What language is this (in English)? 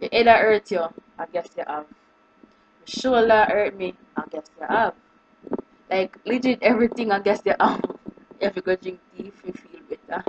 Jamaican Creole English